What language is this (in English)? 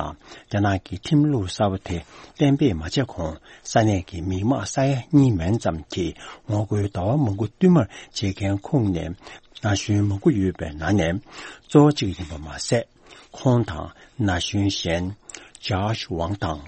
Tibetan